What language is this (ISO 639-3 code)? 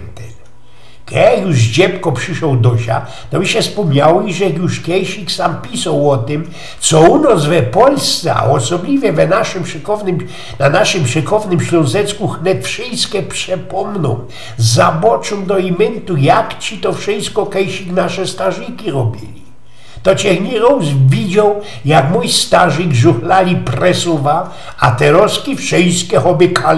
szl